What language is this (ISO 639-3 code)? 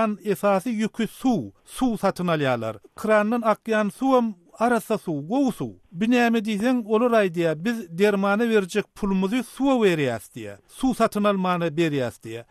tuk